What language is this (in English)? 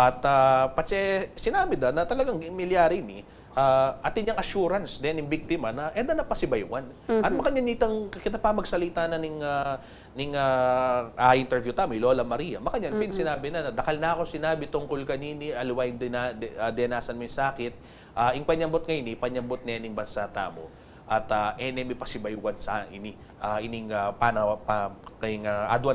Pampanga